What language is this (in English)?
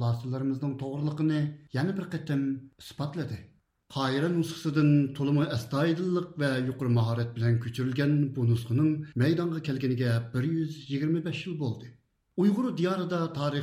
Uyghur